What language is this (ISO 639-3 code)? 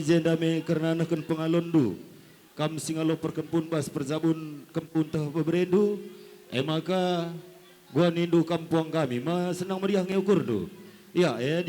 btx